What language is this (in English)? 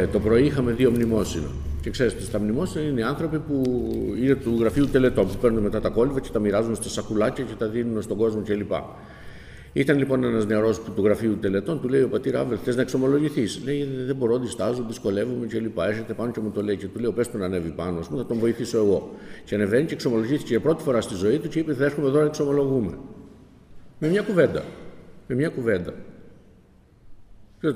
Greek